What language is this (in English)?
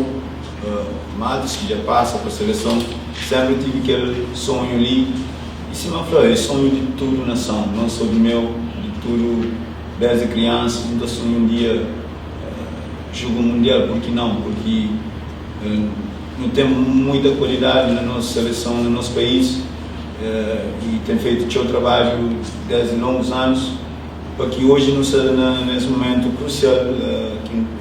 Kabuverdianu